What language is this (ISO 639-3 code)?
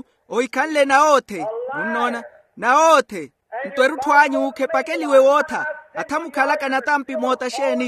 vmw